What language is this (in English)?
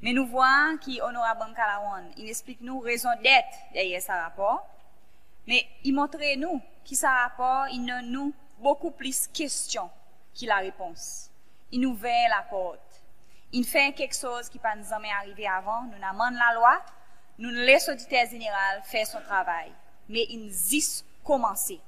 Seselwa Creole French